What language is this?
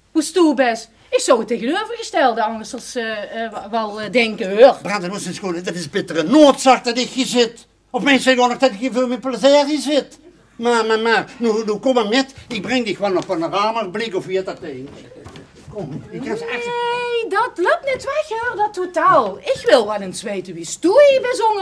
Limburgish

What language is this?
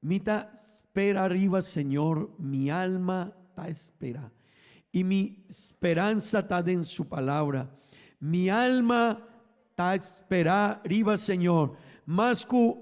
Papiamento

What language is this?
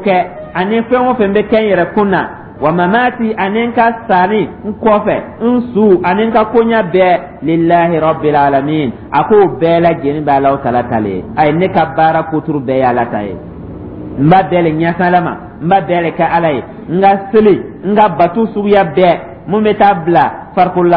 Dyula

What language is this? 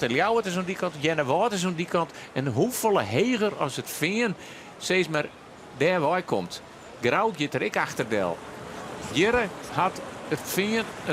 Western Frisian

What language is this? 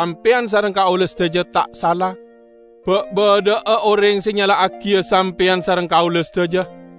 Madurese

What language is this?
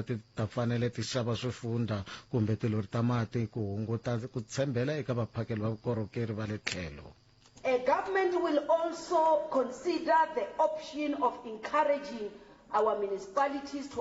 Tsonga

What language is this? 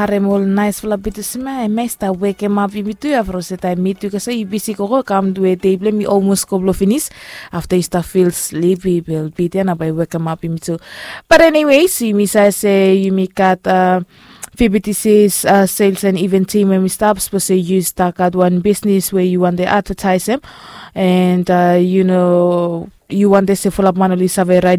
Bislama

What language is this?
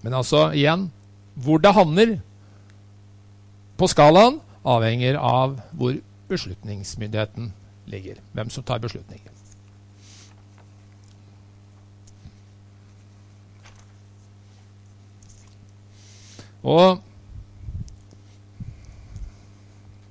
Norwegian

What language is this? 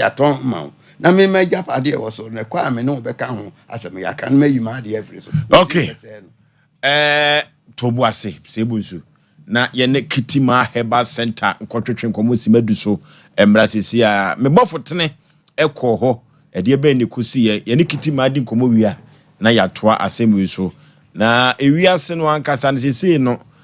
Akan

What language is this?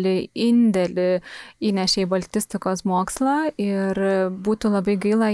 Lithuanian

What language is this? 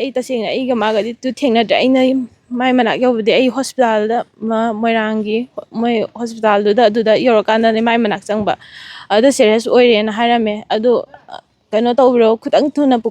Manipuri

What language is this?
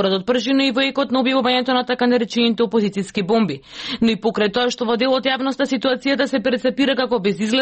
Macedonian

